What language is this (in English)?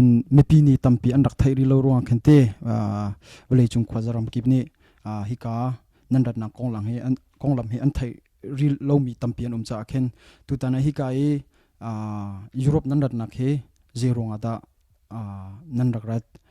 Hakha Chin